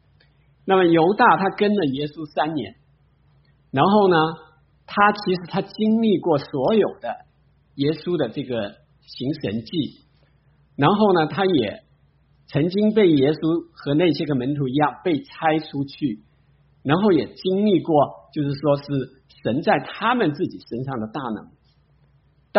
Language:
Chinese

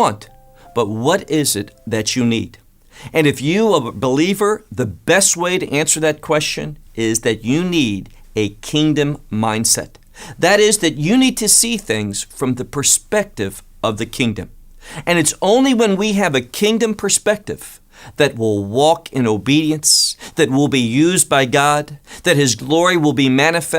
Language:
English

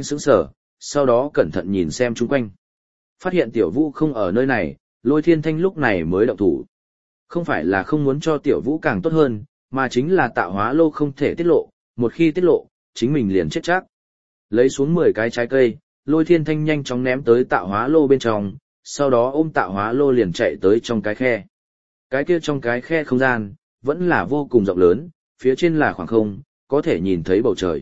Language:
Vietnamese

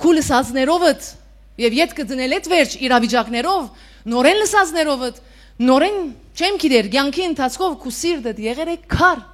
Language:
Western Armenian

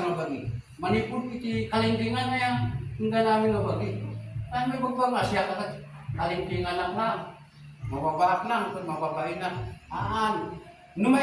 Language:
Iloko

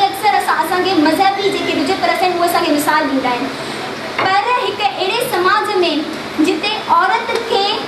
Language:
Sindhi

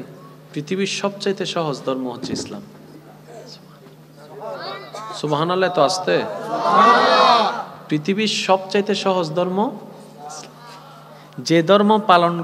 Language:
Bangla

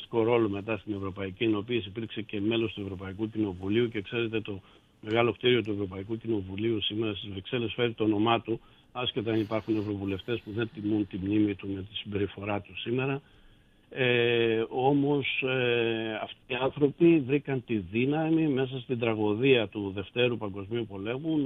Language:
Greek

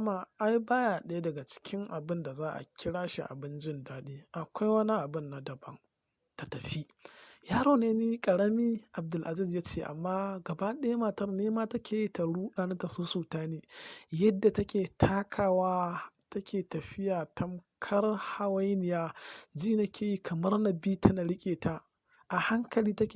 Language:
Hausa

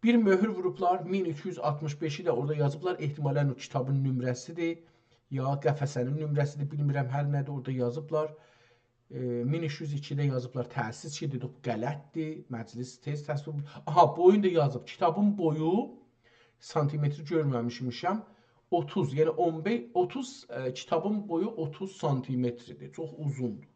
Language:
South Azerbaijani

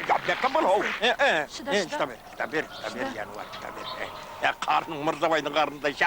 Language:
Kara-Kalpak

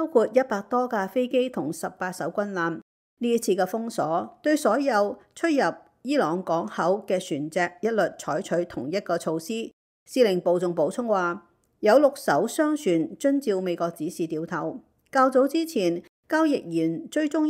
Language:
Cantonese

